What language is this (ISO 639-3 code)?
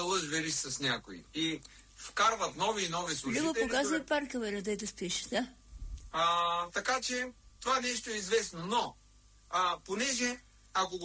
bul